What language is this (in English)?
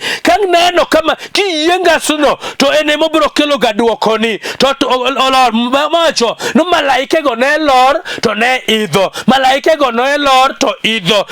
Luo (Kenya and Tanzania)